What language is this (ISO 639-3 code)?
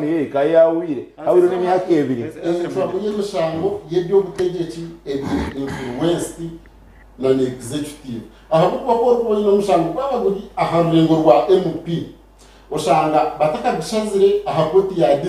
nyn